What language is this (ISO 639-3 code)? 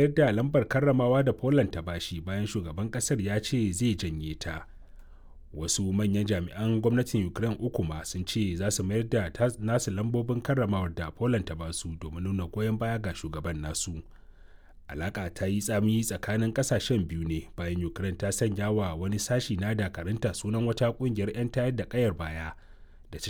hau